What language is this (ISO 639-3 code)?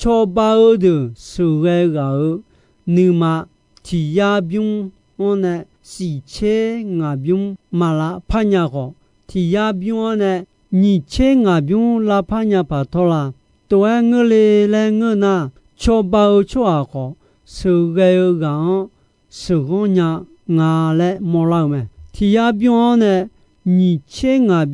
ahk